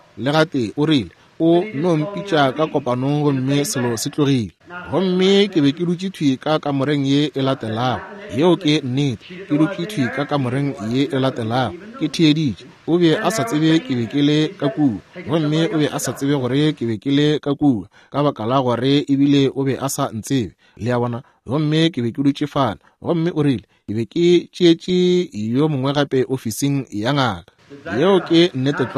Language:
Northern Sotho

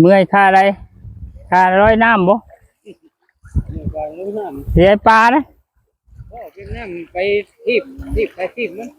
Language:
Lao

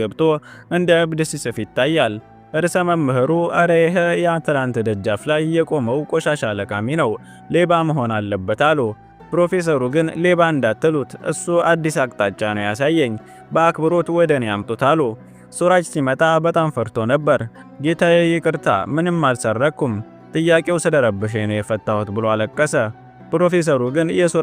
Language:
Amharic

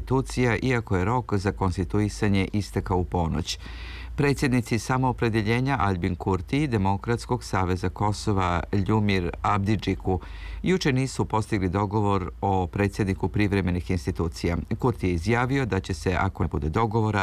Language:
Serbian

